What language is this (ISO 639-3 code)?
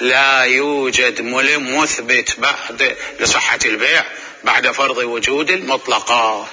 acm